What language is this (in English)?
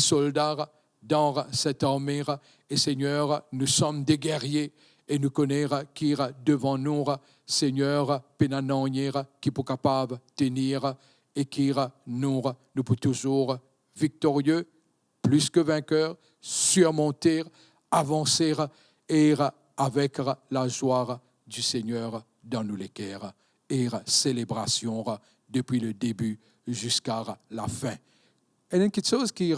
Morisyen